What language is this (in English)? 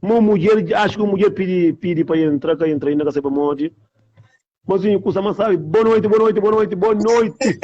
Kabuverdianu